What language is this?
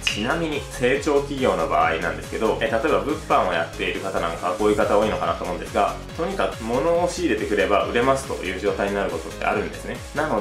Japanese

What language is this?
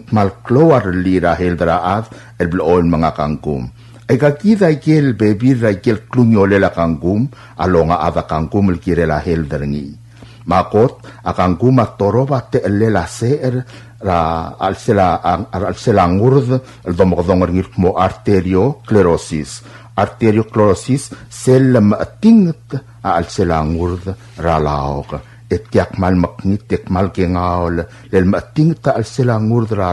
Palauan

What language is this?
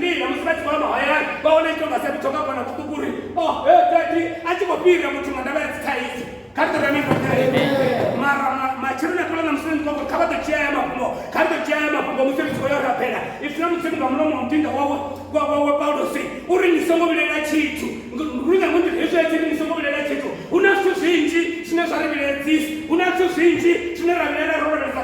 Venda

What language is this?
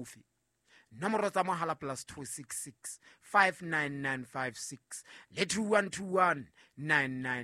Southern Sotho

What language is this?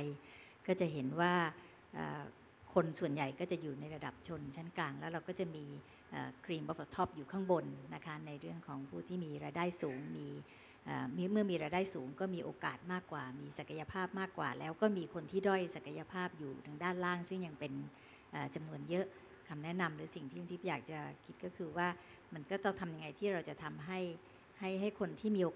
Thai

